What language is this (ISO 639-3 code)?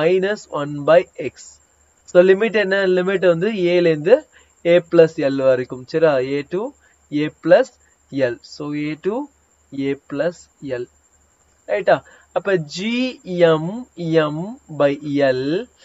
tam